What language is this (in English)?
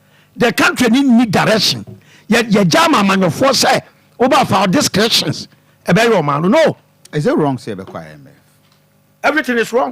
Akan